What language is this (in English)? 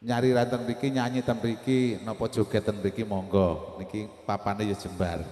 Javanese